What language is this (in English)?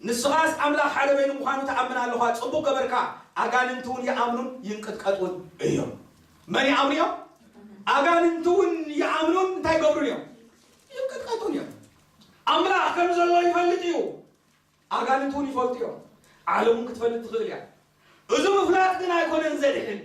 Tigrinya